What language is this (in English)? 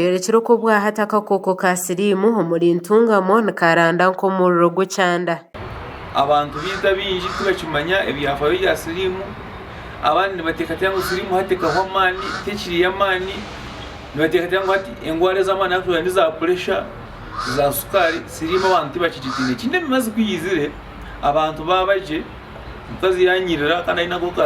Nyankole